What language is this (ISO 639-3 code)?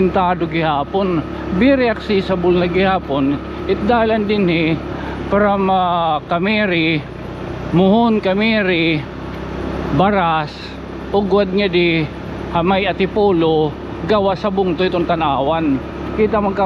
war